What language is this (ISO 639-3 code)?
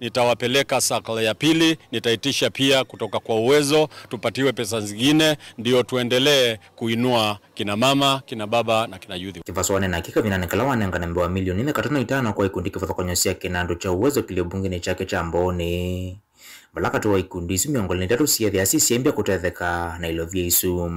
kam